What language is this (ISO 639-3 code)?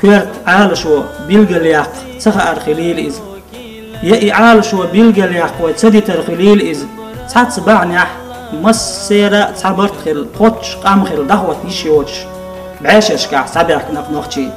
che